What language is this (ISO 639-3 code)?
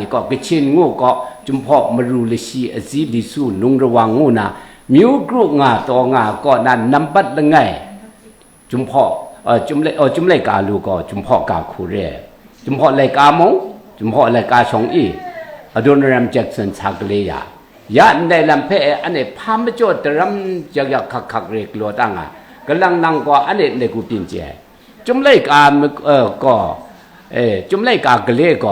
kac